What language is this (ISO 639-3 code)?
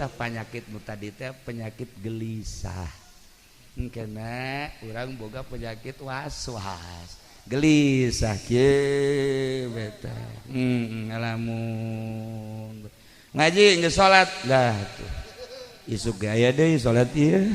sun